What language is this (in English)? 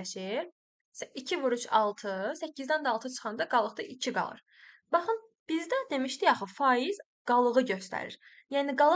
Azerbaijani